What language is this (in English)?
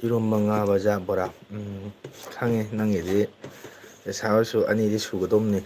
Manipuri